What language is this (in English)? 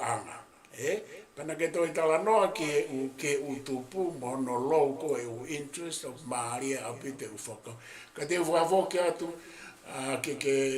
Tongan